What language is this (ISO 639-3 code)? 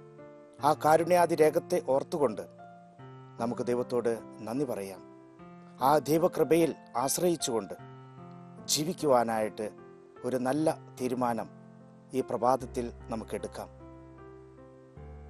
mal